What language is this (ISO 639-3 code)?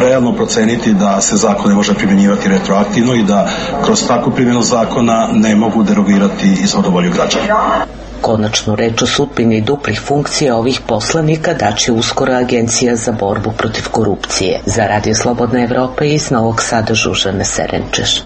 srp